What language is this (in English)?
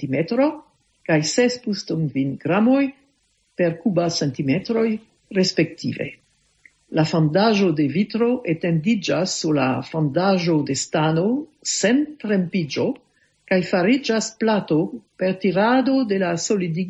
Esperanto